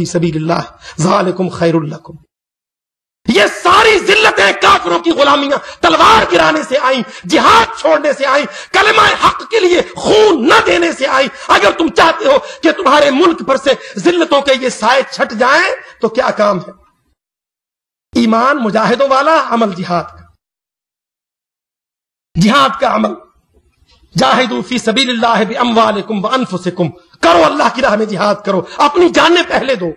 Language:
Urdu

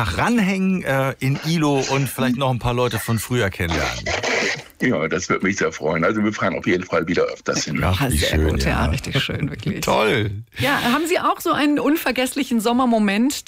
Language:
German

